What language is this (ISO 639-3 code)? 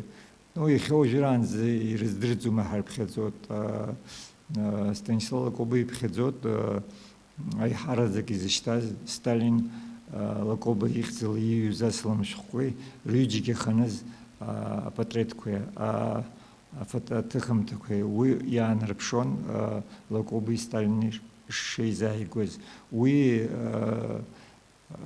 abk